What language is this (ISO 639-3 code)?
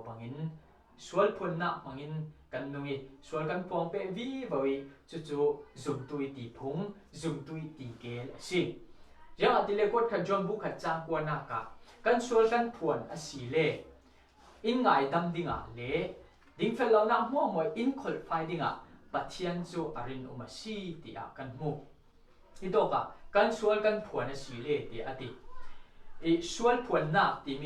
cfm